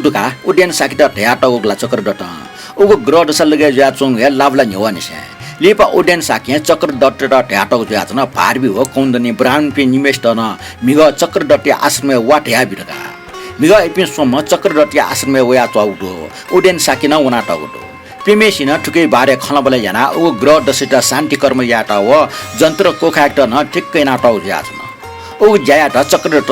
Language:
Newari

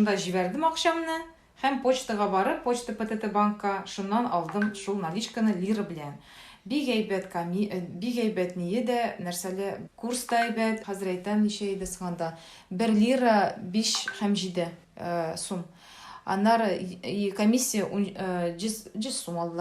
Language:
Tatar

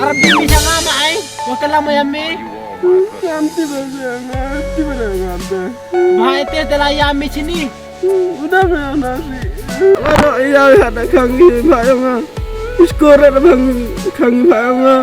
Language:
Khasi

